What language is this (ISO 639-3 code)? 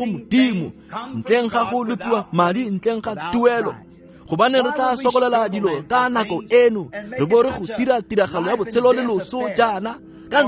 tsn